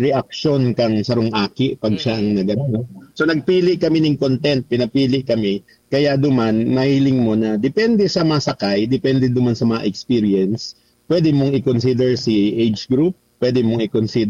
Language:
Bikol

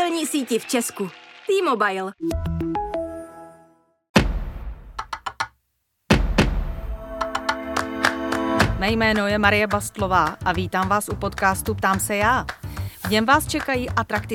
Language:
Czech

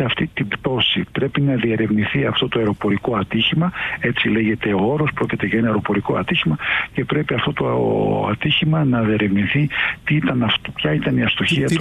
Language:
Greek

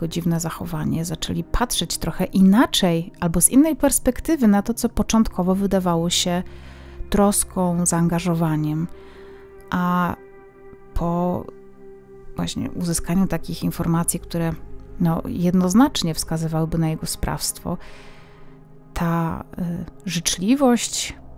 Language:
Polish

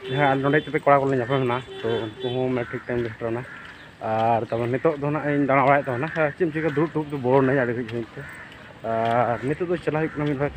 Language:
Santali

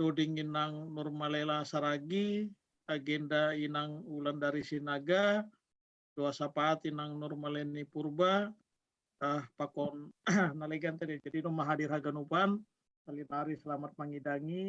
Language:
Batak Simalungun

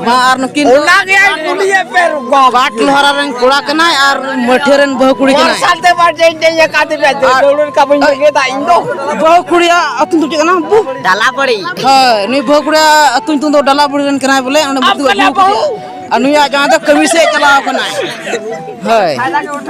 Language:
Santali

